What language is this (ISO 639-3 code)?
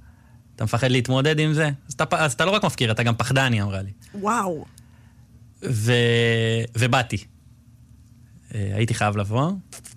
heb